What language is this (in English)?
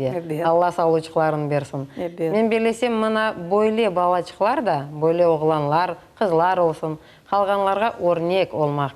Crimean Tatar